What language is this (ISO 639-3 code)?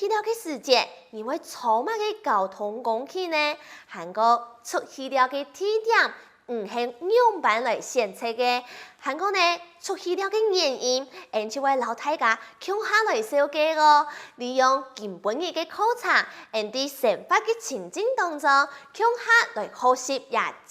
hak